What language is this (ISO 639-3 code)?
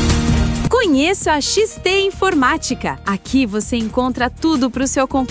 por